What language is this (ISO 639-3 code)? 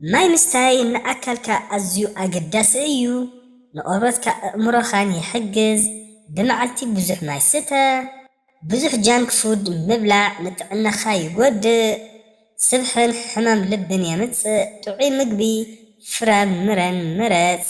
tir